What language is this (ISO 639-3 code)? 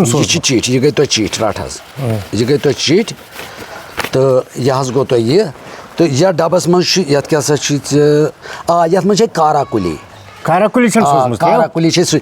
kas